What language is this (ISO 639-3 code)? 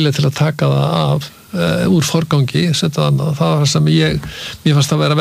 isl